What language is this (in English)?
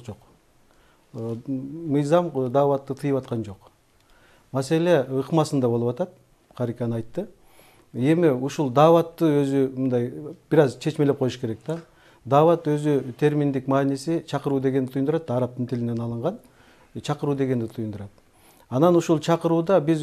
Kyrgyz